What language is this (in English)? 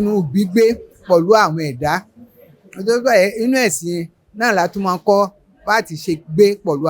Yoruba